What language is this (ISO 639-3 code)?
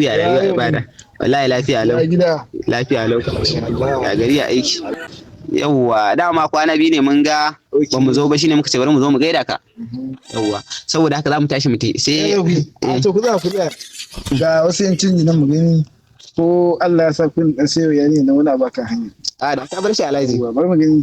hau